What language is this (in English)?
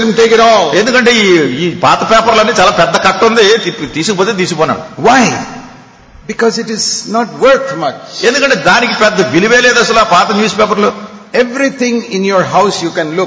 Telugu